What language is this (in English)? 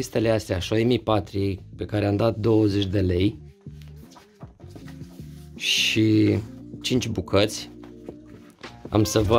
Romanian